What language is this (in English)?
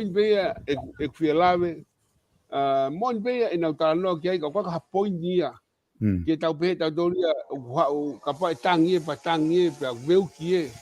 Tongan